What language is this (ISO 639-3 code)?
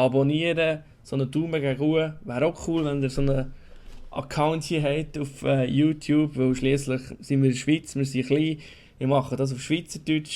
gsw